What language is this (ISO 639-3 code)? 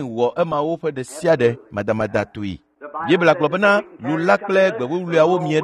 ewe